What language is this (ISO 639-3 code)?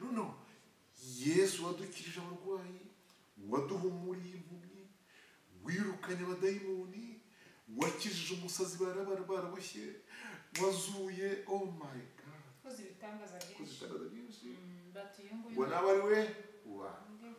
kin